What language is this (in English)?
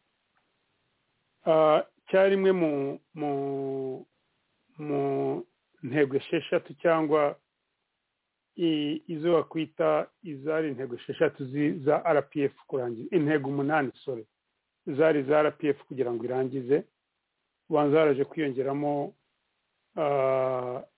Kinyarwanda